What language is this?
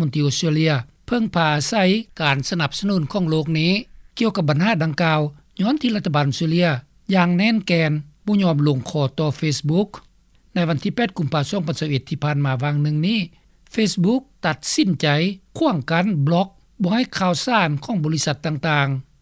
Lao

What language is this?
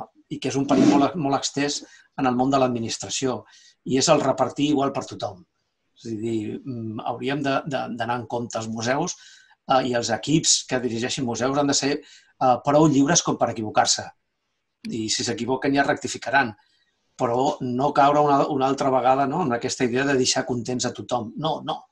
Catalan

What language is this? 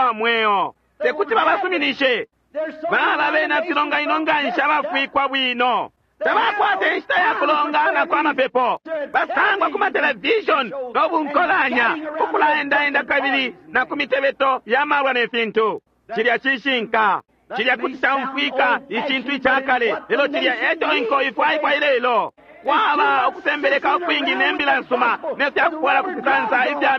Bemba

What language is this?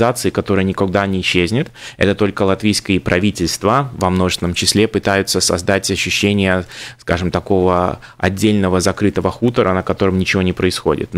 Russian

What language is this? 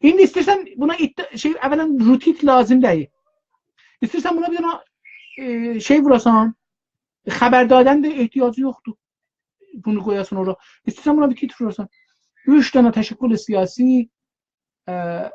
South Azerbaijani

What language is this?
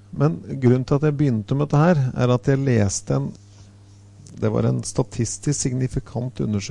Norwegian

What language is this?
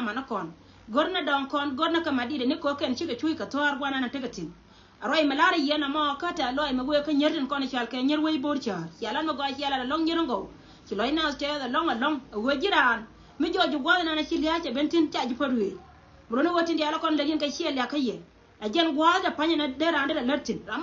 Nuer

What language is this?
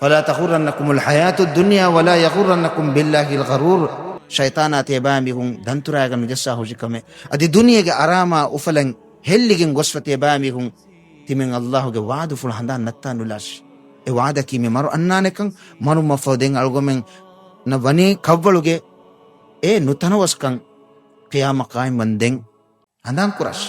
Divehi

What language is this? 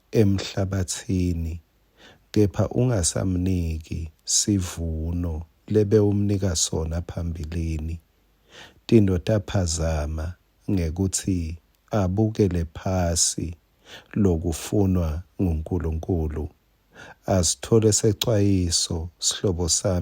Swati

